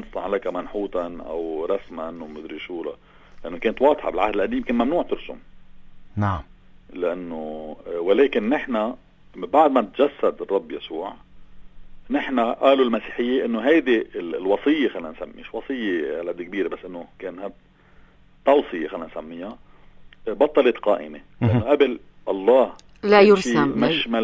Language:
North Levantine Arabic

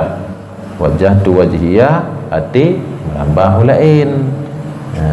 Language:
Achinese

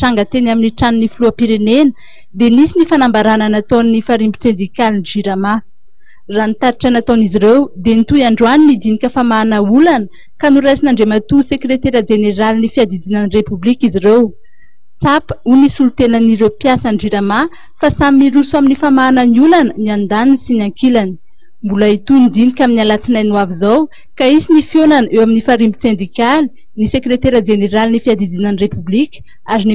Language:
Malagasy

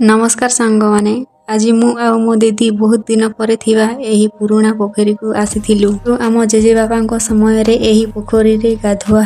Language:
Odia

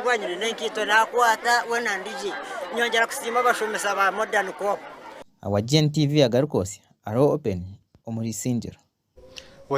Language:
Nyankole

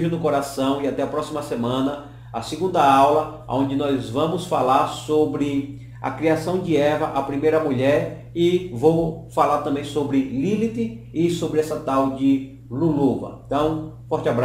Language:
Portuguese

